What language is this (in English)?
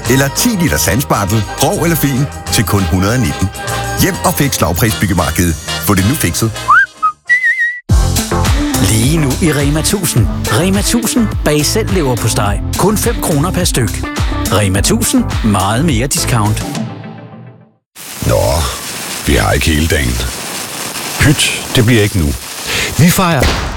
Danish